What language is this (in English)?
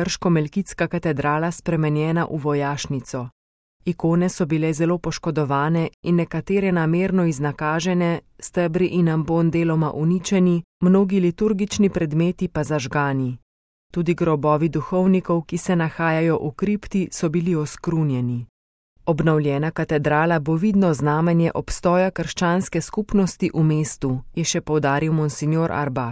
Slovenian